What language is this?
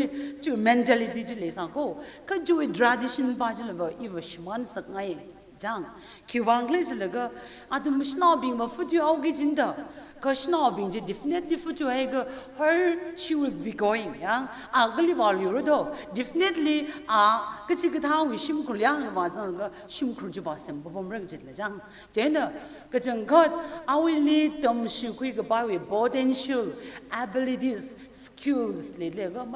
Tangkhul Naga (India)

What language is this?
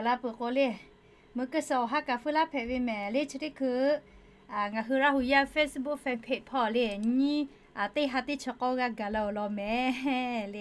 Lahu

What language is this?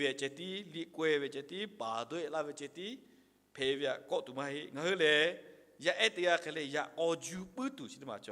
Lahu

